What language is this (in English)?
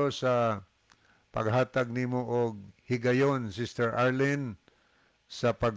Cebuano